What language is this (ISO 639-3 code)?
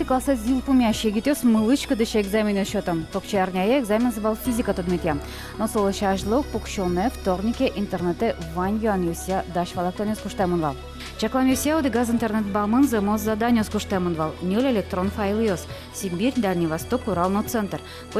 udm